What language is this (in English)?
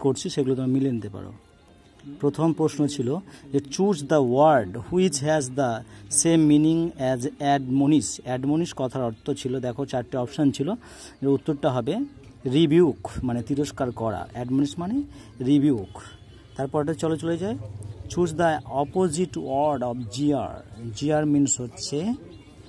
Bangla